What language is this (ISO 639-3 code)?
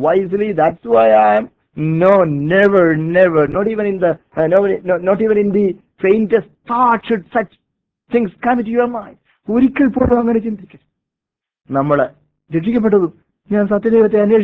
mal